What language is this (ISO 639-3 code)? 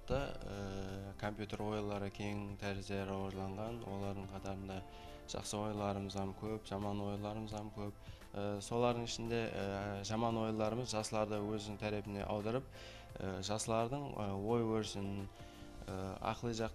kaa